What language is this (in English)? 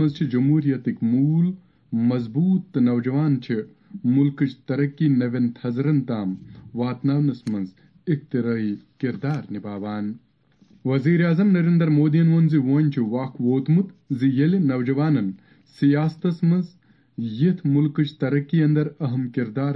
Kashmiri